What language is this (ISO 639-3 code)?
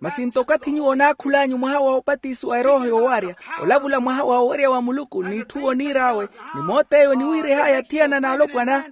vmw